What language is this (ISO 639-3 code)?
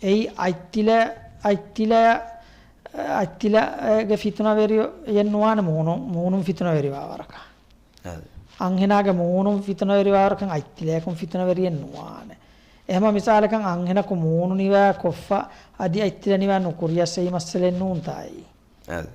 div